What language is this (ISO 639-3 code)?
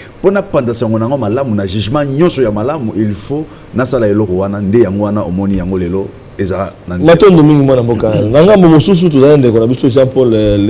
lin